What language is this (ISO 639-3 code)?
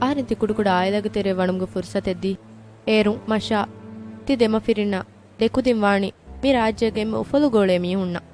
div